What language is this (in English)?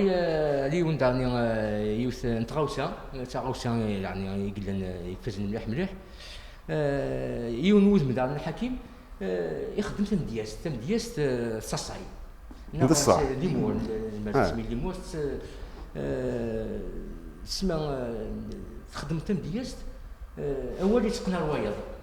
Kabyle